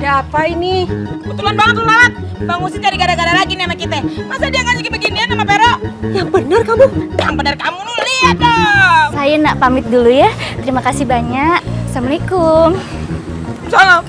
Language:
Betawi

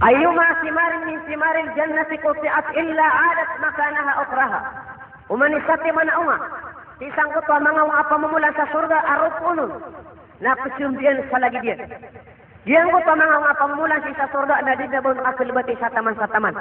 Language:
Maranao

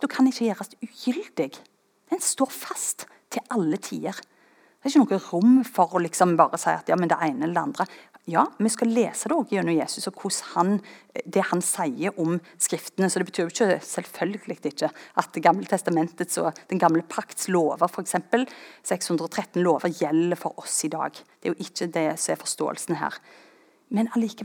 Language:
Norwegian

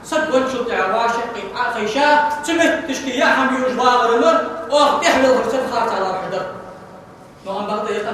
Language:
Ingush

